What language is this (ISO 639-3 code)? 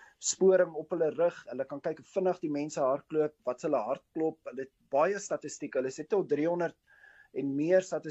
afr